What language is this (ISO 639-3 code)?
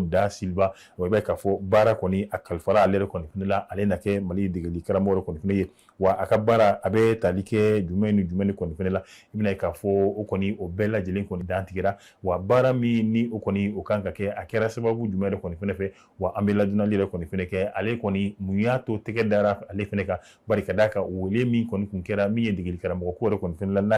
bam